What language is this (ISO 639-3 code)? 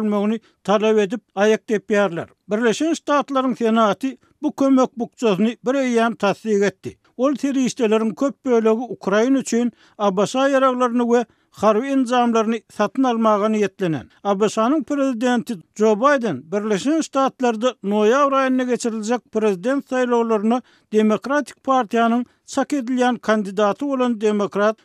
tuk